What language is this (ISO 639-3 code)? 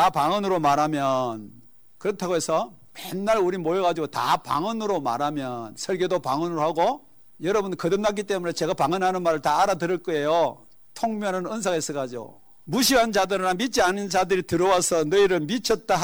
kor